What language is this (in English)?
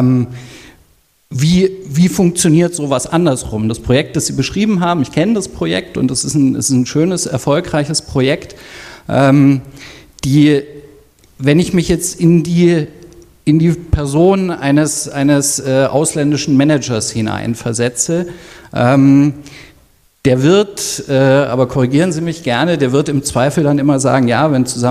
German